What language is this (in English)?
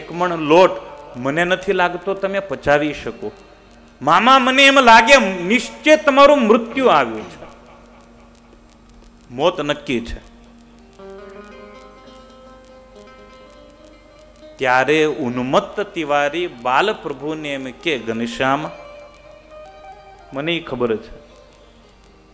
Gujarati